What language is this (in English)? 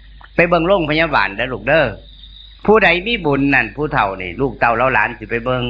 Northeastern Thai